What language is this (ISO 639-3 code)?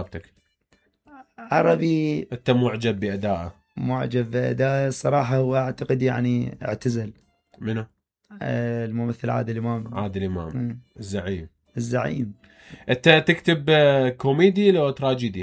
acm